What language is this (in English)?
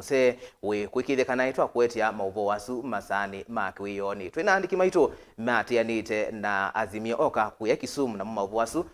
Kamba